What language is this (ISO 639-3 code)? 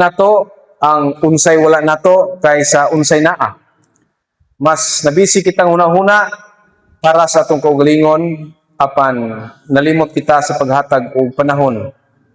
ceb